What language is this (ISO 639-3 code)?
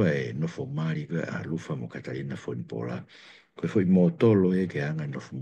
ton